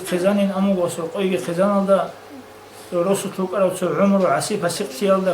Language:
Avaric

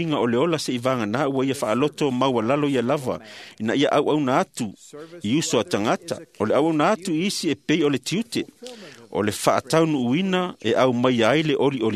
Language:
Samoan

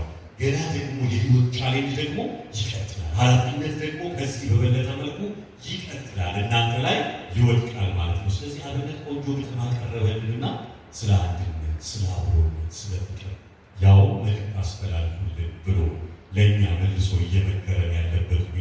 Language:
Amharic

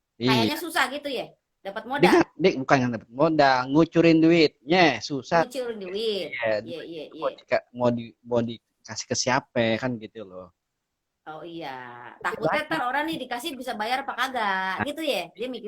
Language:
Betawi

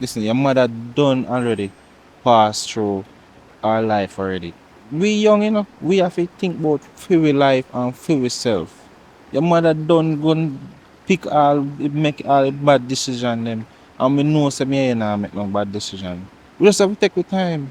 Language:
Jamaican Creole English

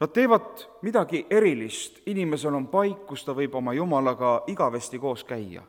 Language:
Estonian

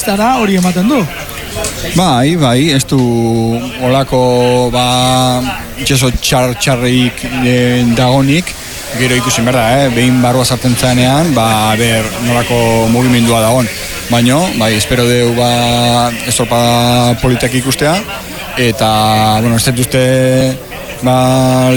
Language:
Basque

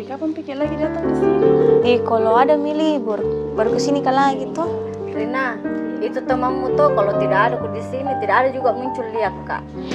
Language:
Makassar Malay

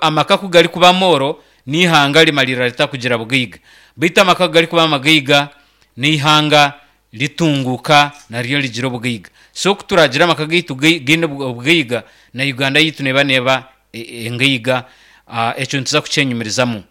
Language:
Nyankole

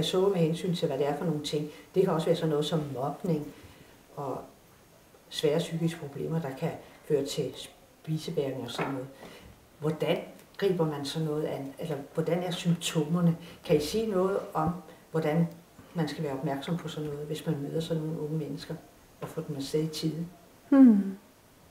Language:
Danish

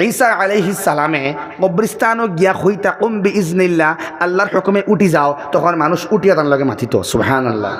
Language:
Sylheti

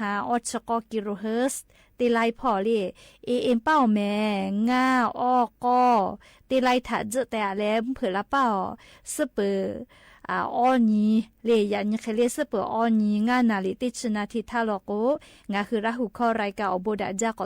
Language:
Lahu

